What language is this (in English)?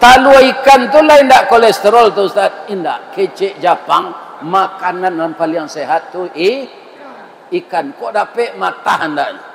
Minangkabau